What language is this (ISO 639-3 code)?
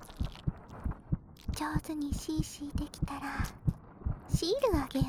jpn